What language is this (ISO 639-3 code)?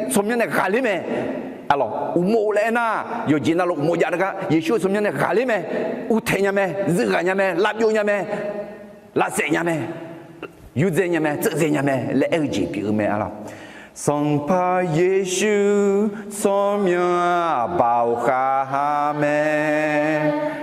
ahk